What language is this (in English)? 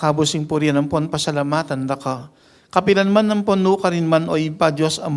Pampanga